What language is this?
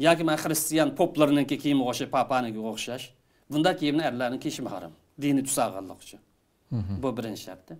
Uyghur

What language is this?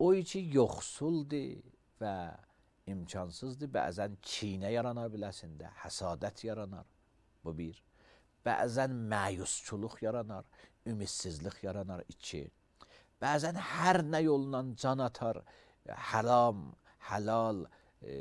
Azerbaijani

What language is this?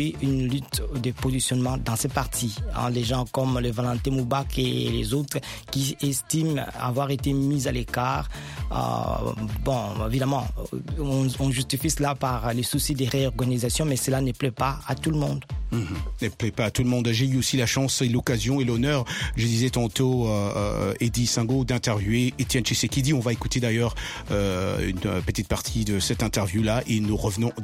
French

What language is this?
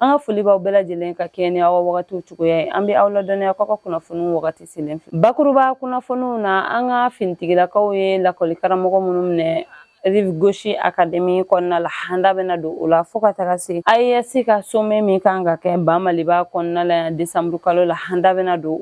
Bambara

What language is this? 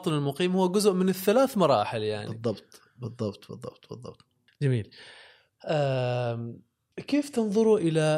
Gulf Arabic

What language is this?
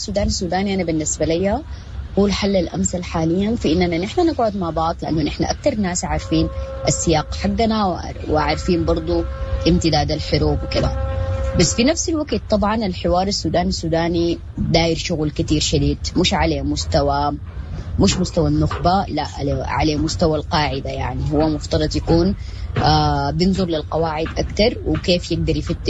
Sudanese Arabic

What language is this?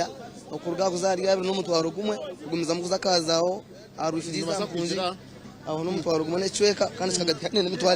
Nyankole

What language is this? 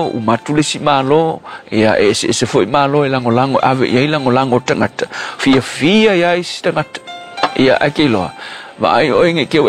Samoan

